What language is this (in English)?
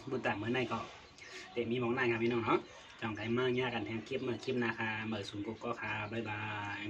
Shan